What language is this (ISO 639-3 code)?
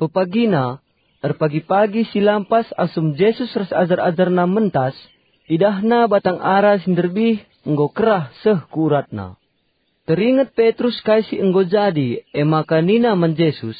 btx